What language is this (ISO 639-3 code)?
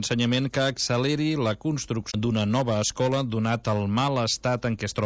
cat